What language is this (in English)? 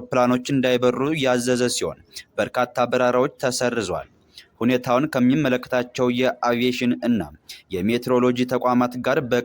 Amharic